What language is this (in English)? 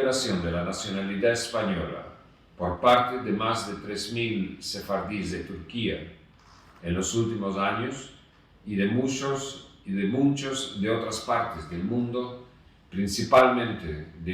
Ladino